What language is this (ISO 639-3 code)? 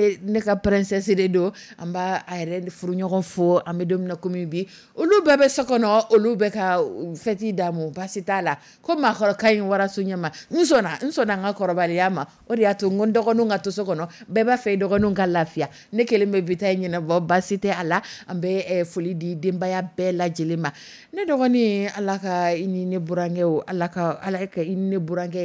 dyu